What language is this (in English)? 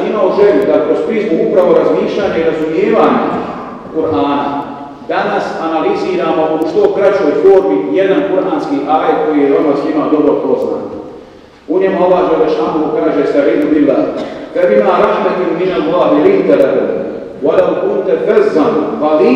Bosnian